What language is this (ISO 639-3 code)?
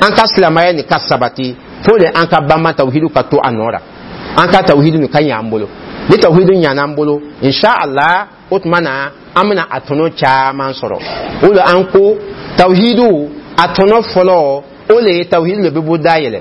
dyu